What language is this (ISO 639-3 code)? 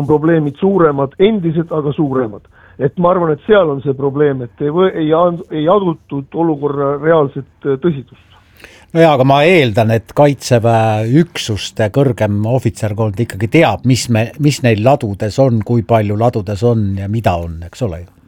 est